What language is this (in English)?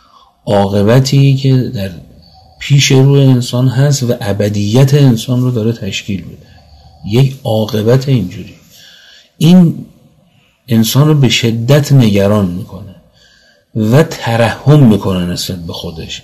Persian